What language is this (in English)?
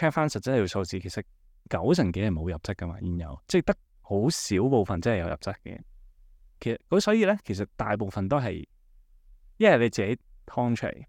Cantonese